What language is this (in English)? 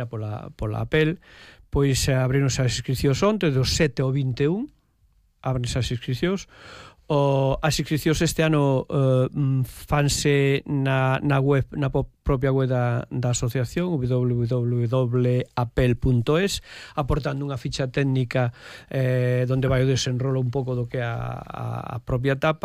Galician